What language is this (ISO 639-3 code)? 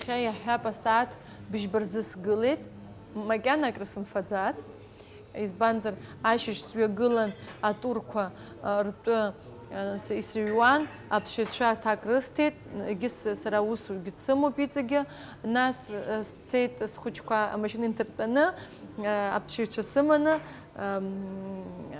abk